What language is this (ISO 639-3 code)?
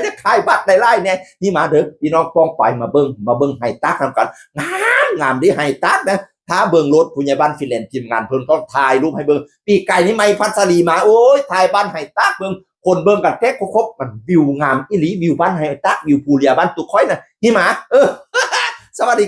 tts